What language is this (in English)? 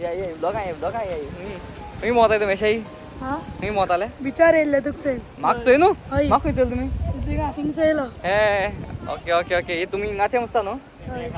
Konkani